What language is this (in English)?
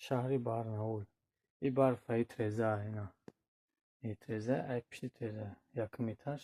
Tajik